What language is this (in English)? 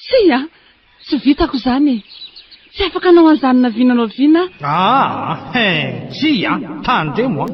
Malagasy